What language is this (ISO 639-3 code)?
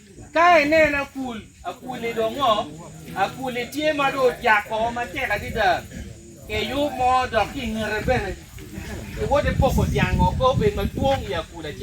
ach